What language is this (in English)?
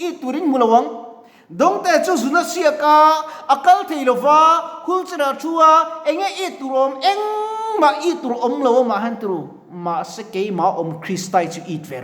Mizo